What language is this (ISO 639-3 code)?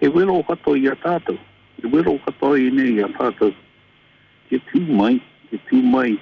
mri